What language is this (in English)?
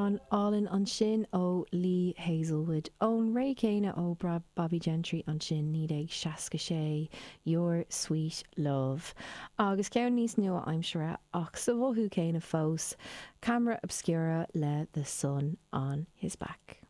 Irish